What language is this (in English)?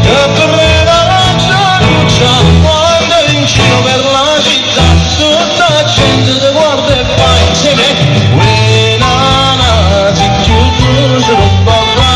Neapolitan